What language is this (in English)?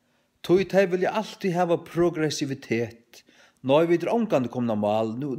Faroese